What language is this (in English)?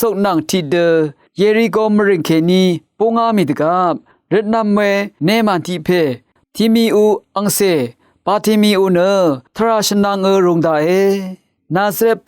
Rawang